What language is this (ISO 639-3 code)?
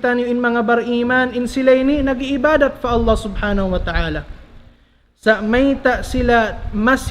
tsg